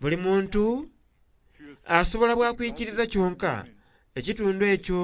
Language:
Soga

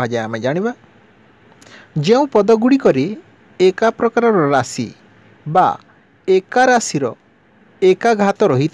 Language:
Odia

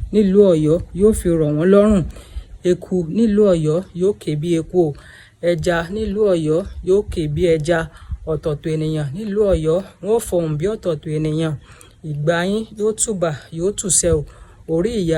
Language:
Yoruba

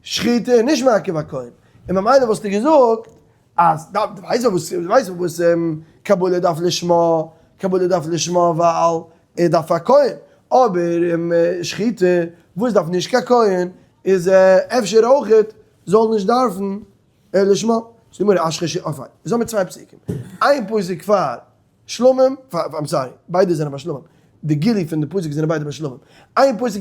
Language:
Yiddish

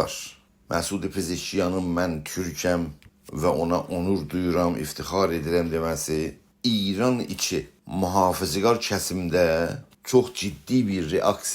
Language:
South Azerbaijani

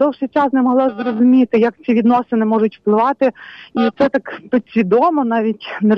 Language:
Ukrainian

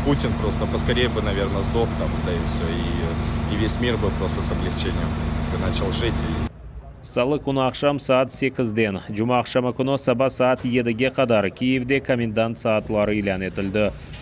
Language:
Crimean Tatar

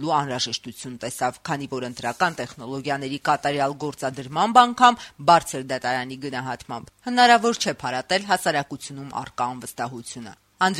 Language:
Armenian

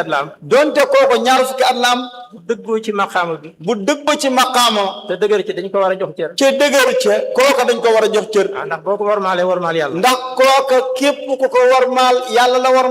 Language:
Wolof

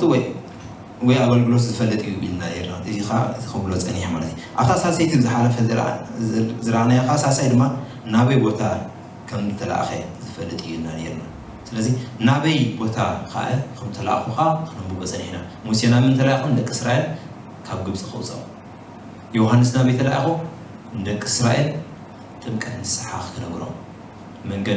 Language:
Tigrinya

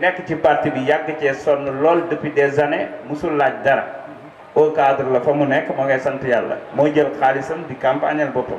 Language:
Wolof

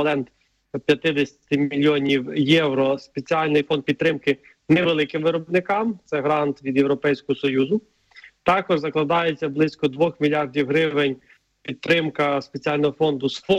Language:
Ukrainian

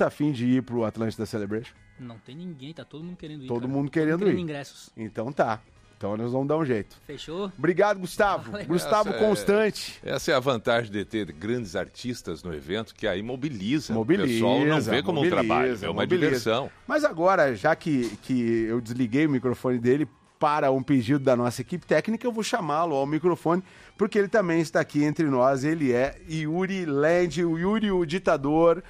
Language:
Portuguese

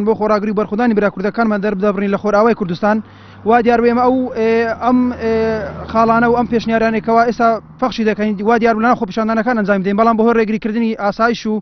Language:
Central Kurdish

